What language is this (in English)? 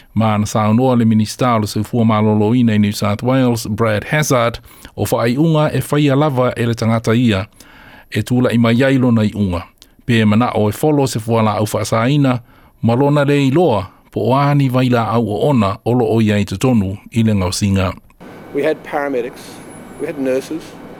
Samoan